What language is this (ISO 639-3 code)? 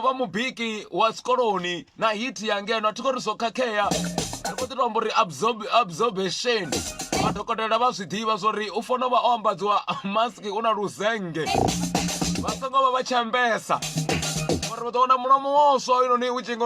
ven